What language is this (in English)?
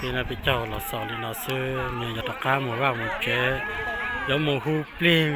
Hmong